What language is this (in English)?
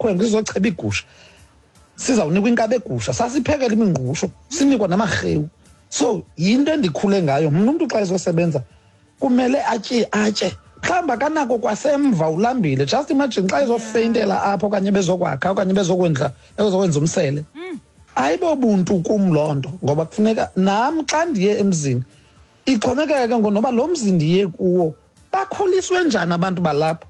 Xhosa